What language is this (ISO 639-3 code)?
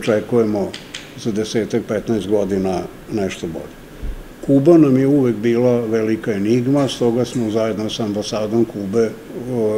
srp